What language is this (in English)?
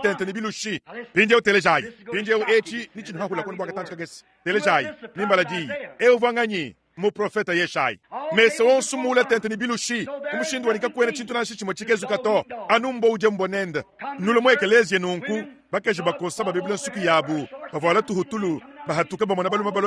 Luba-Lulua